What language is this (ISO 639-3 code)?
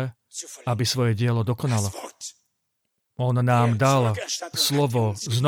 slk